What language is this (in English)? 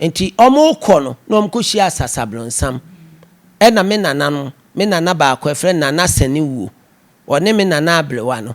Akan